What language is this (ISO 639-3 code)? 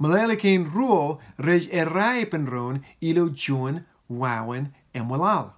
mah